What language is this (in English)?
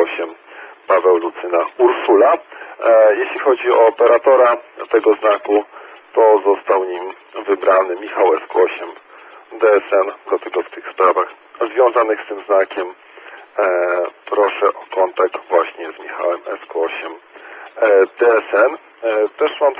Polish